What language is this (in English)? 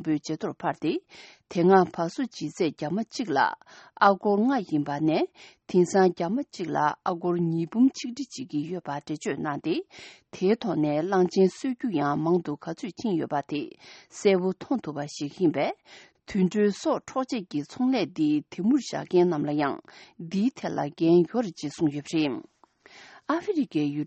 Tibetan